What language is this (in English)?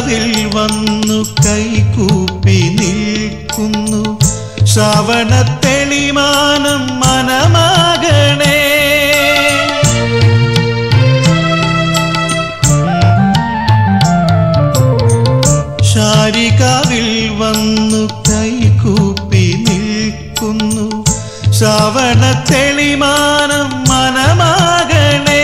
Malayalam